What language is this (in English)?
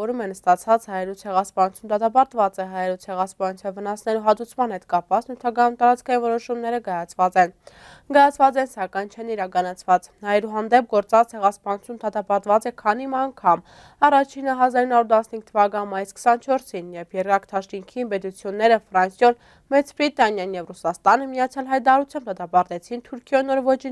Armenian